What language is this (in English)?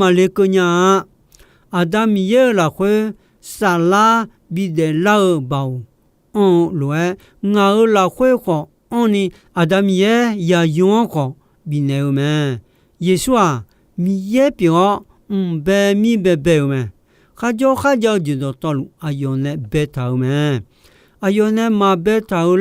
Akha